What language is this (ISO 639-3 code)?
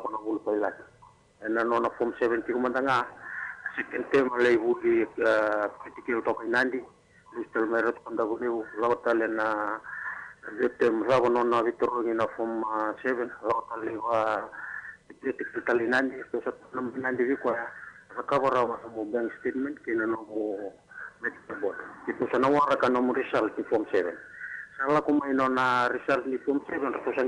fij